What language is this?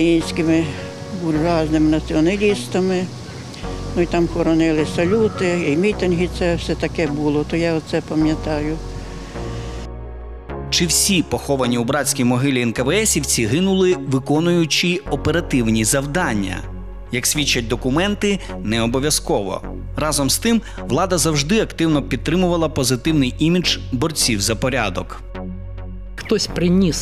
Ukrainian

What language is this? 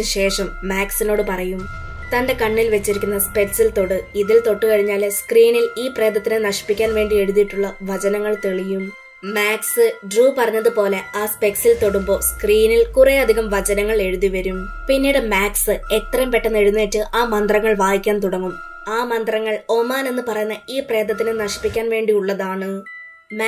Malayalam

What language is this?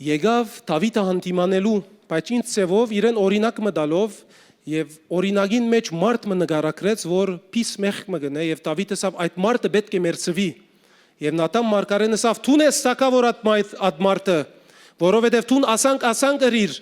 Western Armenian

